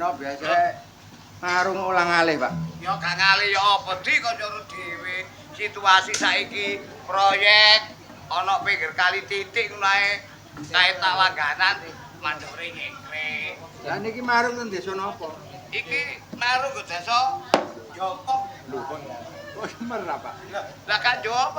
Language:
Javanese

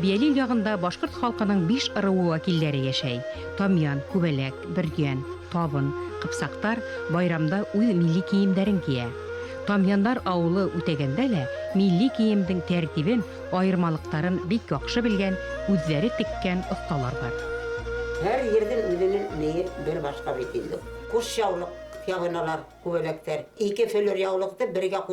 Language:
Bashkir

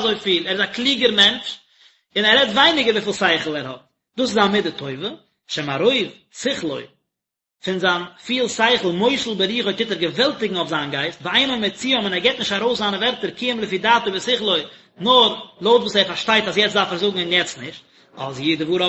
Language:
Yiddish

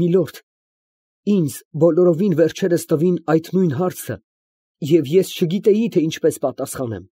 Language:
Armenian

